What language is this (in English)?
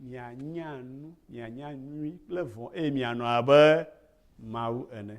Ewe